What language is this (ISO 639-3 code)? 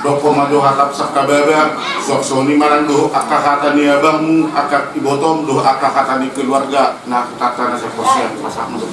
bbc